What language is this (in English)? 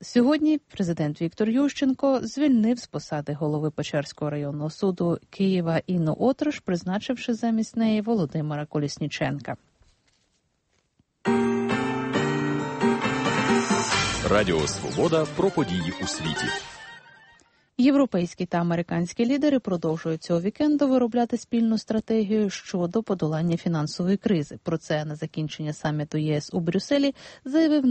Ukrainian